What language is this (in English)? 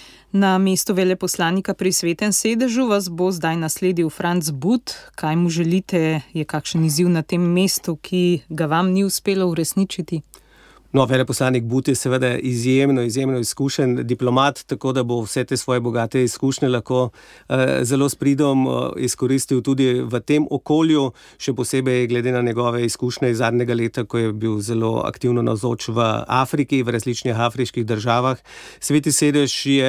Slovenian